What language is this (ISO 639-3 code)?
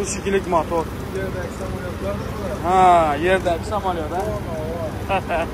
tuk